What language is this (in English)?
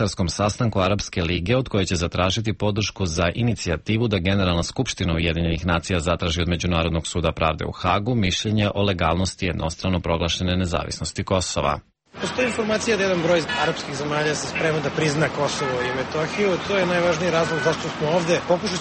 Serbian